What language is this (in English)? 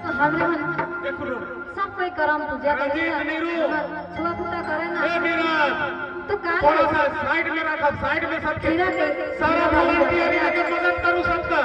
Sadri